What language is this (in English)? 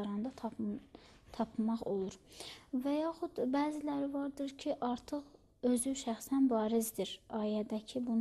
Azerbaijani